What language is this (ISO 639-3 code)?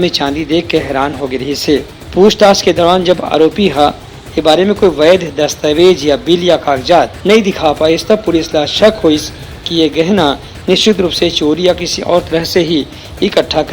hne